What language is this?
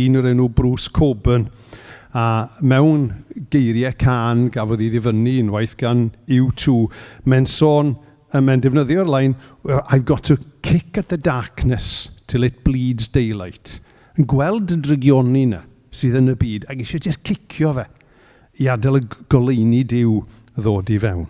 Welsh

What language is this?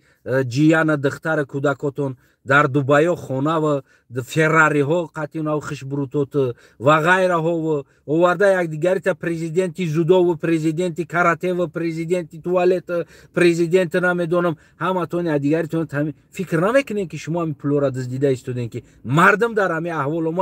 Tajik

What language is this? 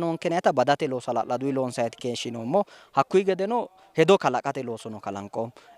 Sidamo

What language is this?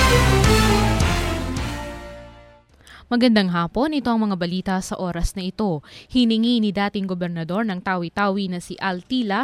Filipino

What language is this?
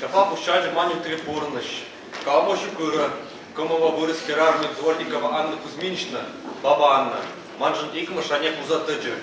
Chuvash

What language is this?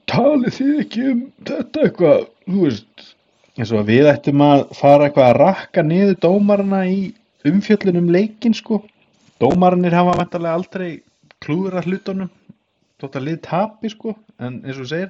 Icelandic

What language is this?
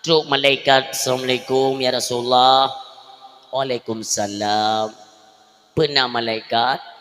Achinese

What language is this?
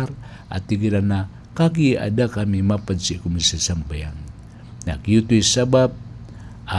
Maranao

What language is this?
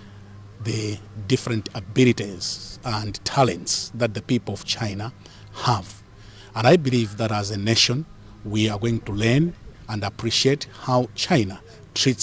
English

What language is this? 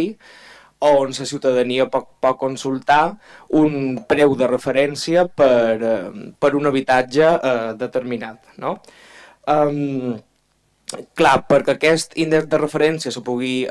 Catalan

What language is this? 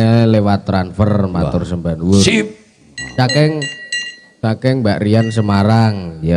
Javanese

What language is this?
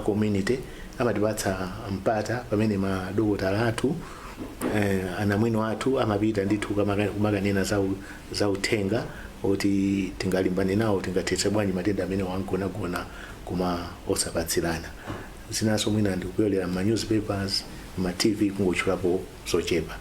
Nyanja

